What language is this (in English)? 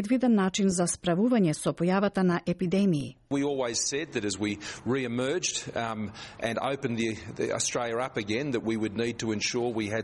Macedonian